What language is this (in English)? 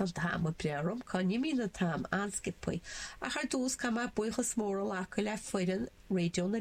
Irish